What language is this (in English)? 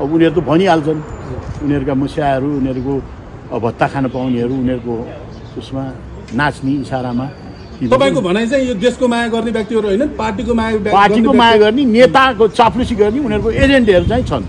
Nepali